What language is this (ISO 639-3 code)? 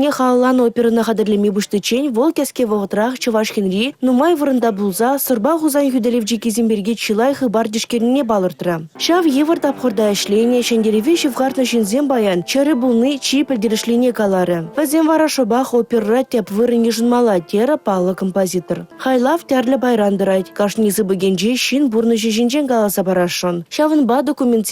chv